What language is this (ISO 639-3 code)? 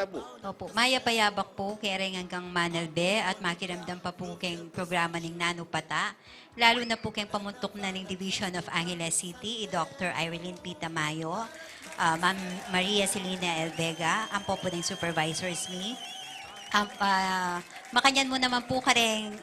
pam